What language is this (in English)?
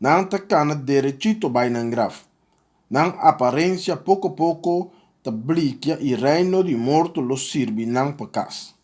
Papiamento